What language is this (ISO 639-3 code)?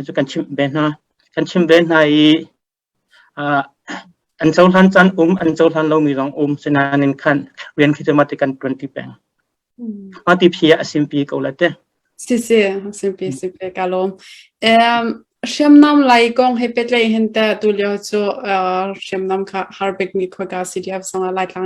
cnh